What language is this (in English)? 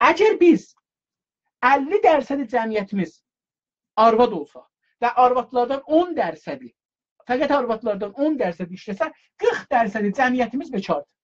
South Azerbaijani